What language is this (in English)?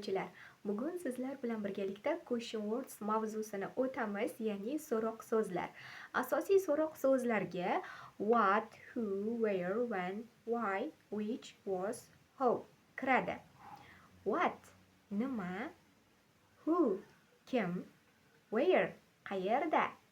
Uzbek